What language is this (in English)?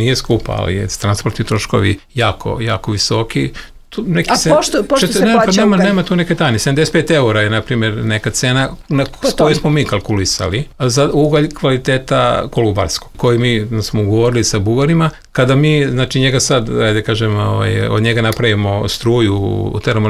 Serbian